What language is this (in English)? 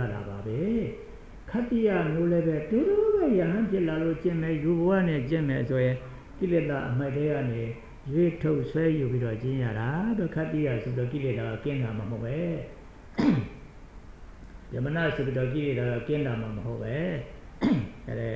Burmese